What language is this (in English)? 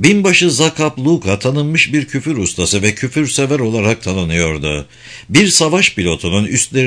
Turkish